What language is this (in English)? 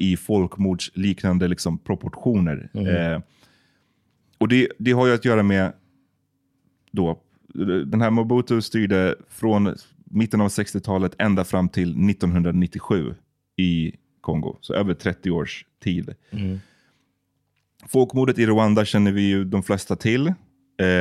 Swedish